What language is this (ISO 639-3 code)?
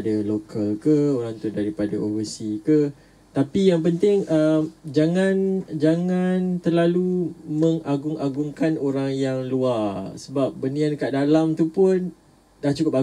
msa